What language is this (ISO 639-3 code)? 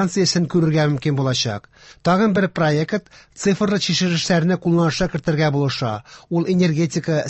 tat